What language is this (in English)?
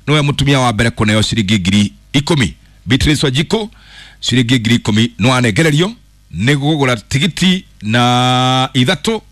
Kikuyu